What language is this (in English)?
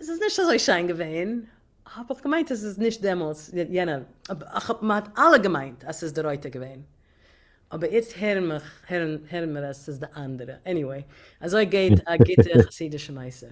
Yiddish